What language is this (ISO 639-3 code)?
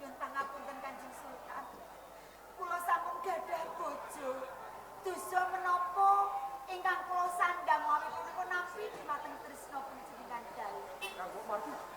jav